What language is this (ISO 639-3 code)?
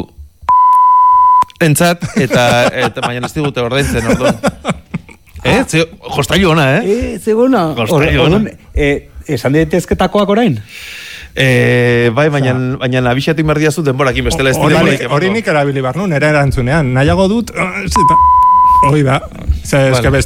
eus